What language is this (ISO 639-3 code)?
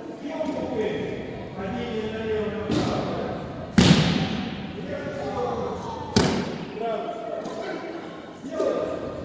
rus